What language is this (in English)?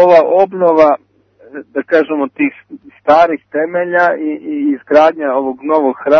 Serbian